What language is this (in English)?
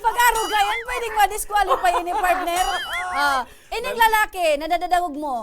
Bikol